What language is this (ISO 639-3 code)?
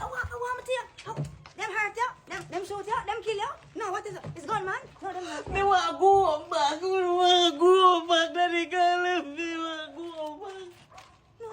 jam